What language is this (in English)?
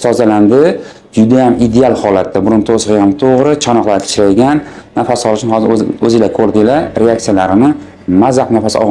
Uzbek